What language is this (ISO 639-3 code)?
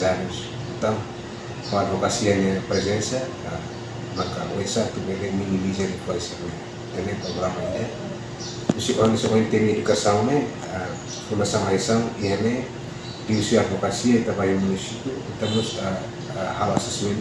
tet